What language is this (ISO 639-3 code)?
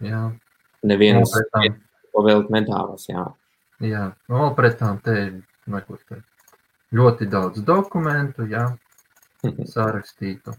lav